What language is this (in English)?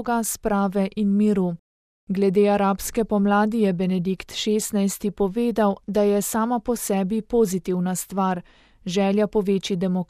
Slovenian